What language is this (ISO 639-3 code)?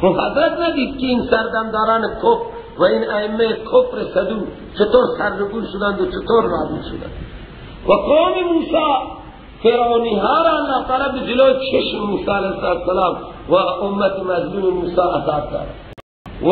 fas